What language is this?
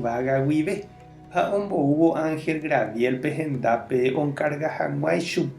Guarani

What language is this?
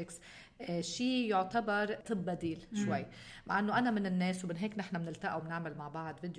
North Levantine Arabic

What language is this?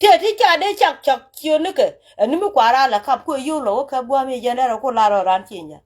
Nuer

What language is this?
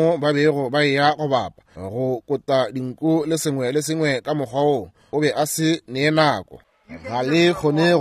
Northern Sotho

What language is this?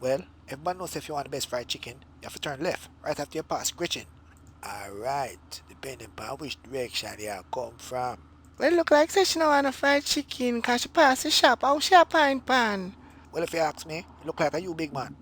Jamaican Creole English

